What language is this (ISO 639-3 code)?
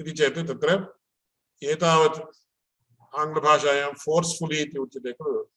san